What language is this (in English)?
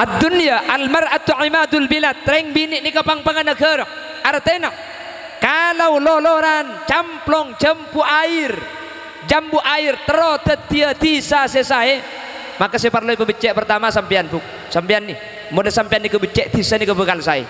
Madurese